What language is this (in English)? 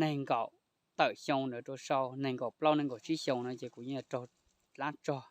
Hmong